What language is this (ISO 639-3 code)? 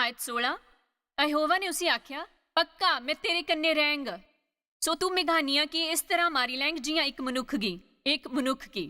doi